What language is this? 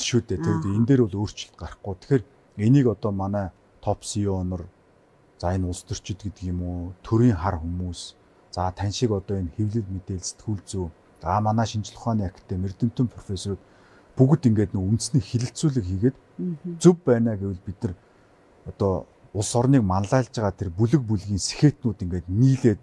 Mongolian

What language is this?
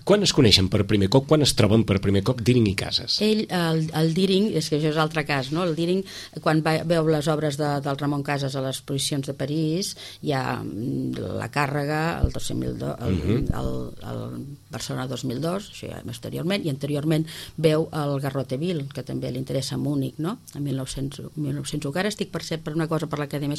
Catalan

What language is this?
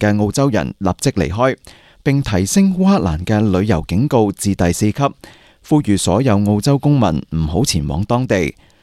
Cantonese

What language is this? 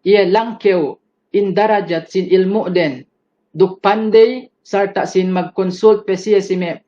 Yakan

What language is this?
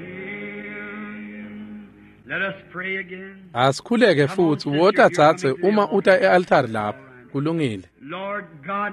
Swati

